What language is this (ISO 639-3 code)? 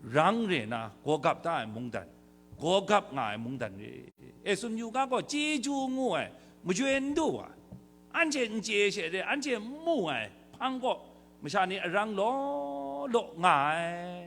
kac